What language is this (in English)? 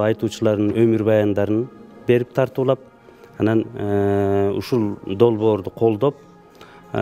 Kyrgyz